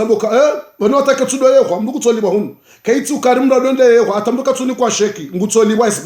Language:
Ngazidja Comorian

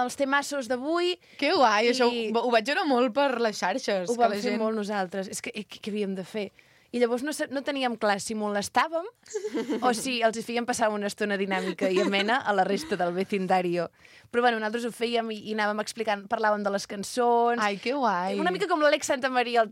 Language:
Catalan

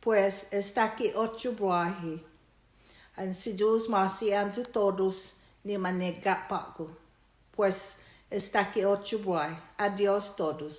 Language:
Chamorro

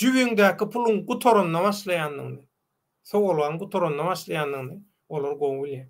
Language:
Turkmen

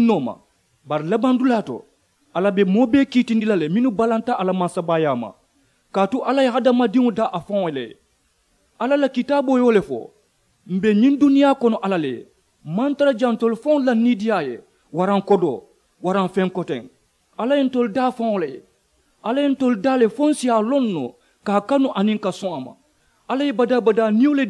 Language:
Mandingo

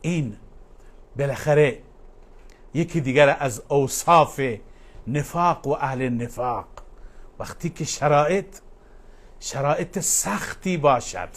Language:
Persian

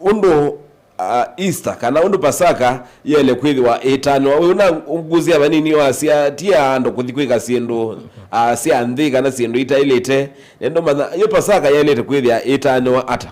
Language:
Kamba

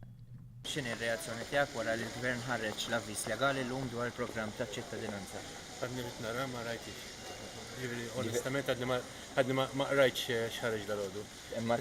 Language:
Maltese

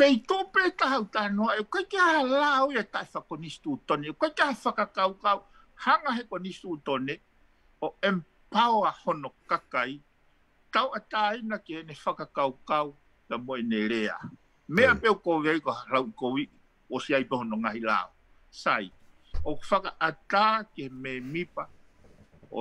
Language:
Tongan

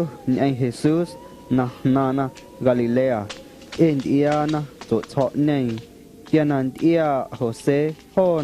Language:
Guerrero Amuzgo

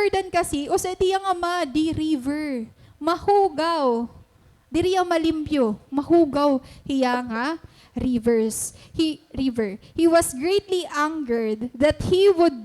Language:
Waray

